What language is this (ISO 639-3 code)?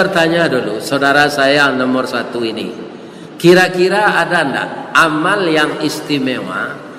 min